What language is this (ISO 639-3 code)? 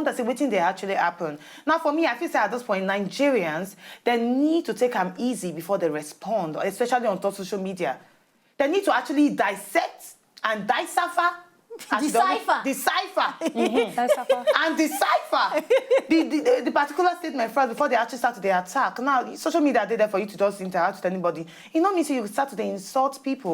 pcm